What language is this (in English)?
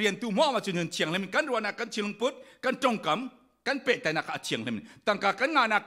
Falam Chin